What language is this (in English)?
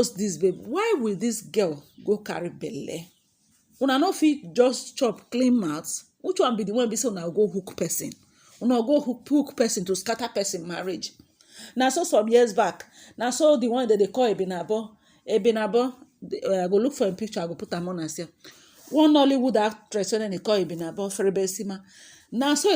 Nigerian Pidgin